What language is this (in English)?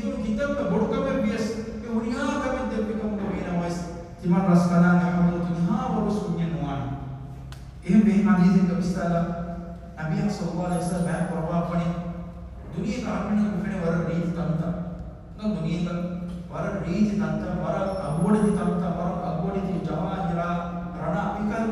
Divehi